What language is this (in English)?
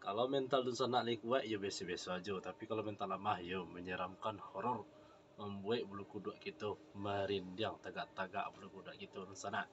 Minangkabau